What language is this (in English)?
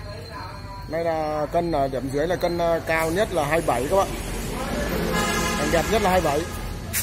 Vietnamese